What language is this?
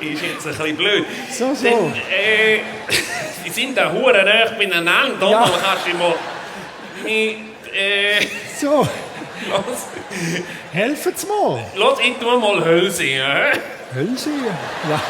Swiss German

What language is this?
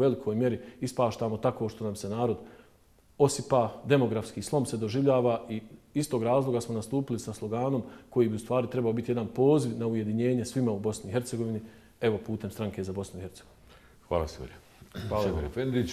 Bosnian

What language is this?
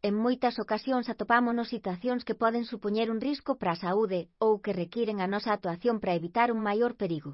Galician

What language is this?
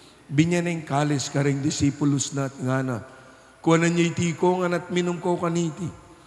Pampanga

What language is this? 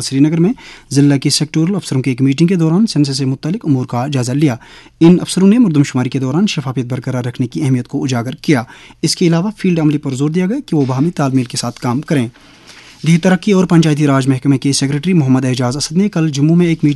Urdu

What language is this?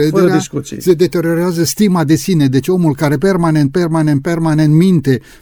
Romanian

